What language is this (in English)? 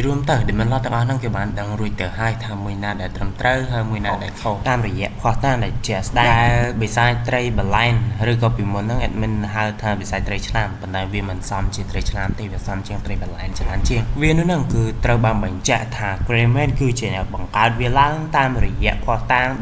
Khmer